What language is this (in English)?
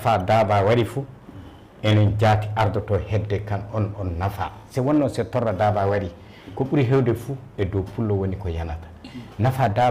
Fula